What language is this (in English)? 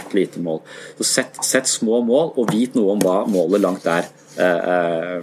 Norwegian